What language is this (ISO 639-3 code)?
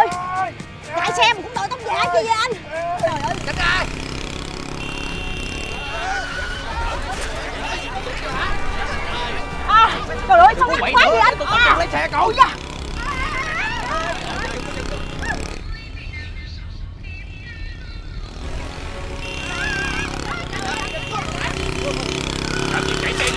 vie